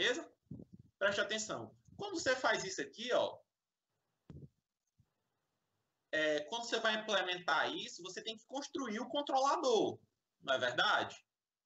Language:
Portuguese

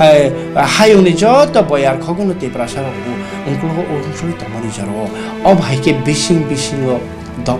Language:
Kok Borok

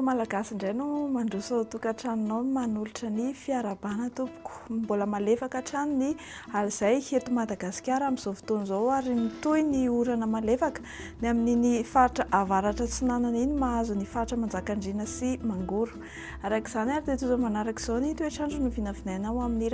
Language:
Malagasy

